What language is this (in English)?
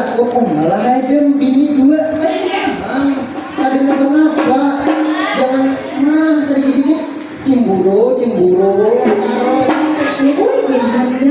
Banjar